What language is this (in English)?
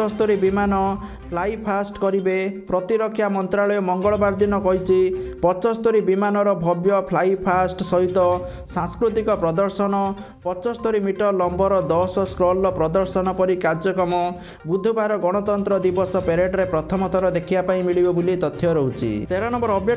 Odia